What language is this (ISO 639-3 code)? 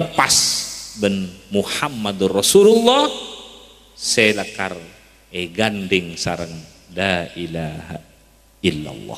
mad